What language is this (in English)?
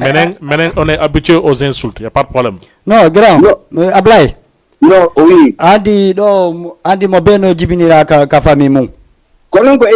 Fula